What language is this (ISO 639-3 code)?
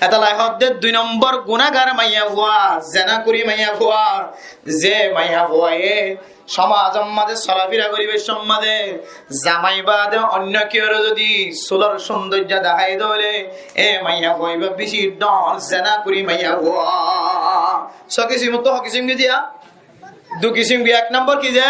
rhg